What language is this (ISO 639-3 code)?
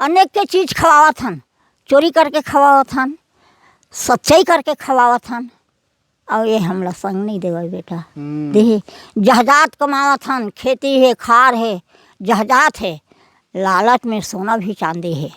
hne